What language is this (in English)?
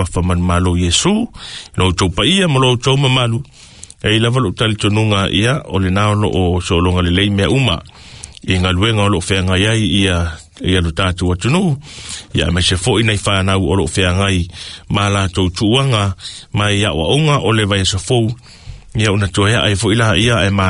Samoan